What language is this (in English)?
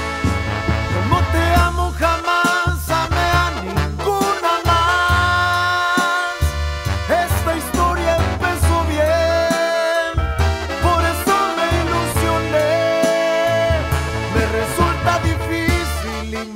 Spanish